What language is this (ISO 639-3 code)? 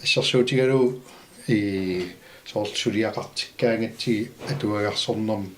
kal